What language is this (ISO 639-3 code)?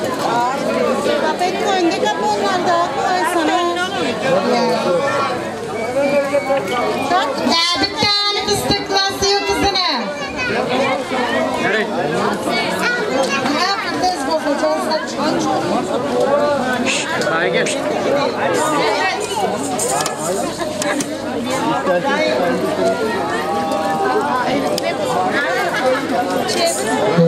tur